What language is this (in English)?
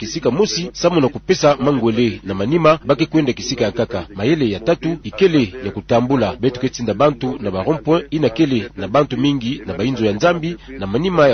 Kituba (Democratic Republic of Congo)